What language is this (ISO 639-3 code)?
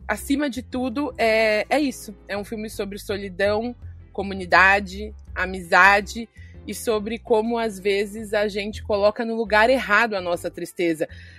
por